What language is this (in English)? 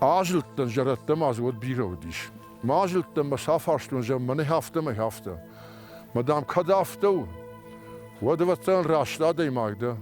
Ossetic